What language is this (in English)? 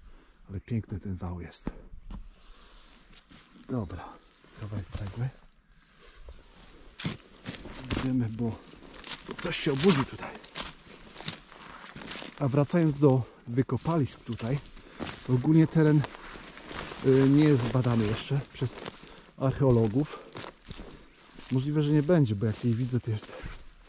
Polish